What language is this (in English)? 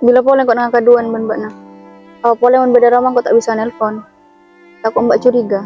Madurese